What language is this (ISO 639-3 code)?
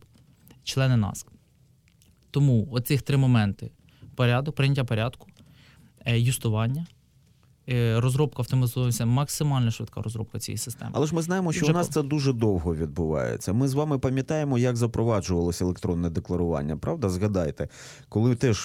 ukr